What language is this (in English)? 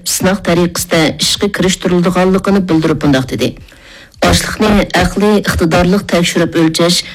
Uyghur